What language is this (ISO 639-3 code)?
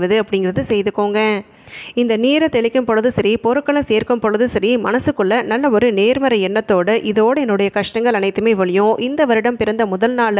tam